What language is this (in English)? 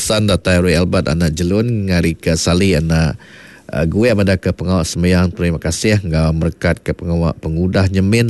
Iban